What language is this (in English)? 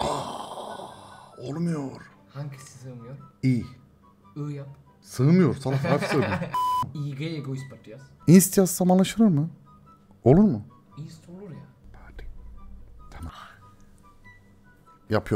Turkish